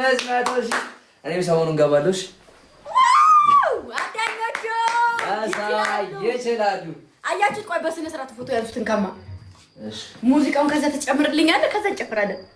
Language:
Amharic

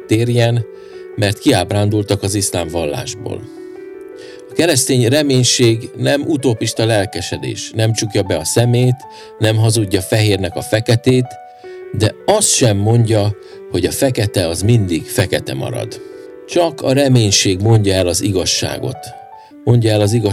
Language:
Hungarian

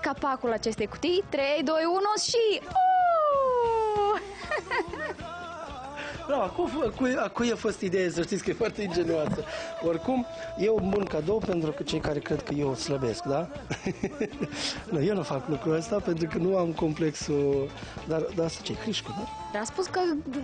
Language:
Romanian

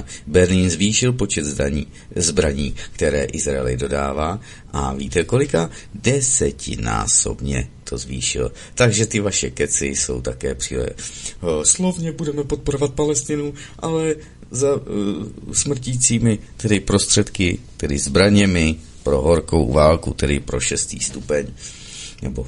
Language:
Czech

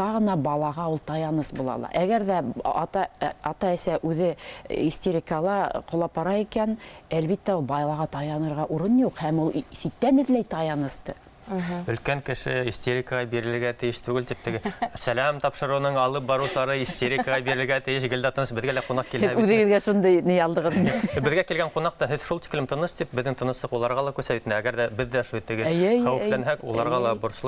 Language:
Bashkir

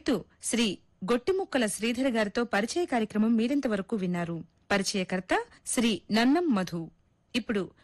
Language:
Telugu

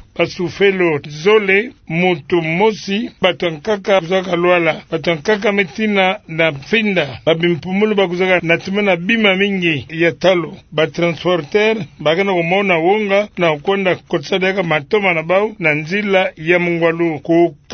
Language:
Kituba (Democratic Republic of Congo)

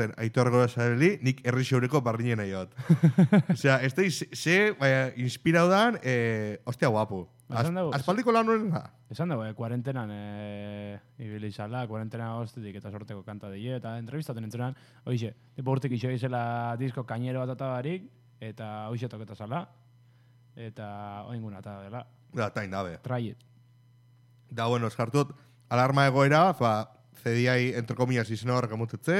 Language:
Basque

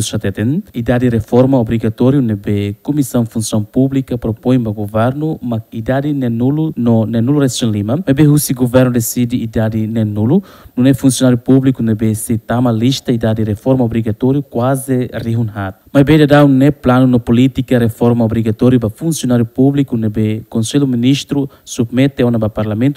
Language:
Tetum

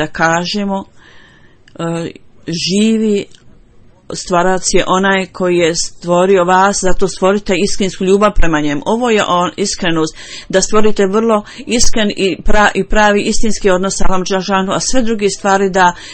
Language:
Bosnian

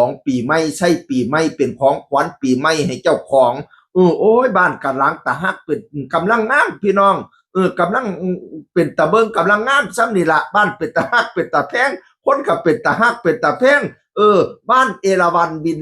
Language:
Northeastern Thai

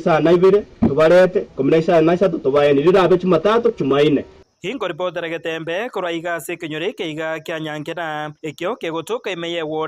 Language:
Gusii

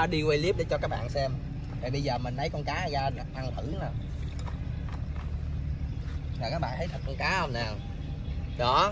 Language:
Vietnamese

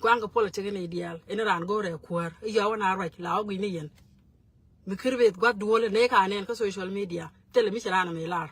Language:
Nuer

